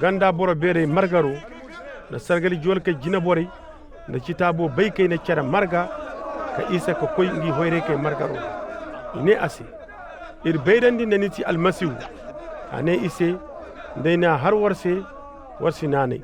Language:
Koyraboro Senni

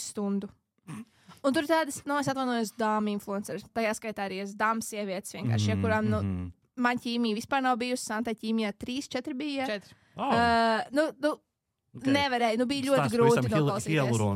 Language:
Latvian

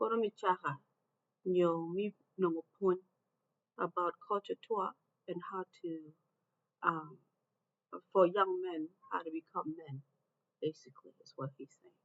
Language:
Acoli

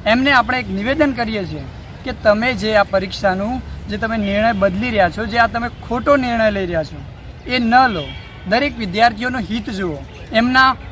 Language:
Gujarati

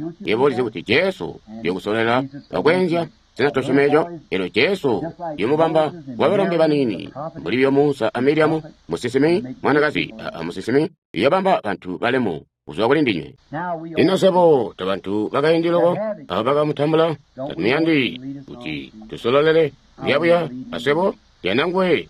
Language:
Tonga (Zambia)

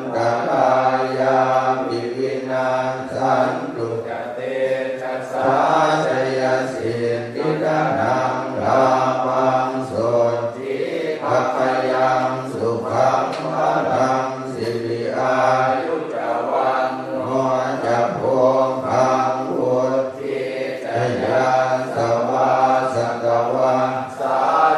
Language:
Pali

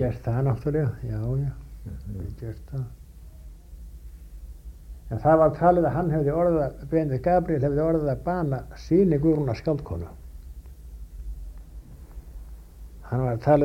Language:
Icelandic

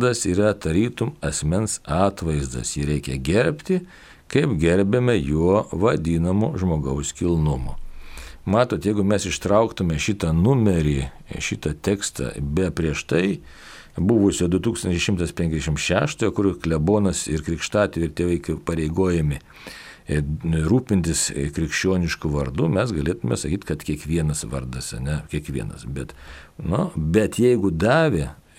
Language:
Lithuanian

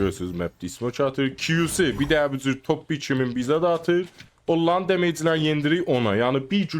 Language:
South Azerbaijani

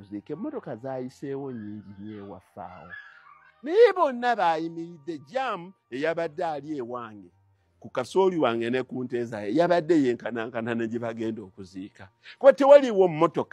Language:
Ganda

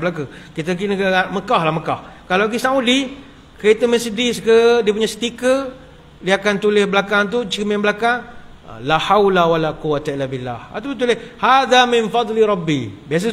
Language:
Malay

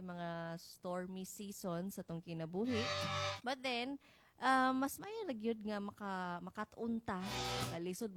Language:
Cebuano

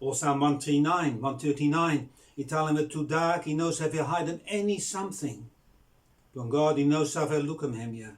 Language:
Bislama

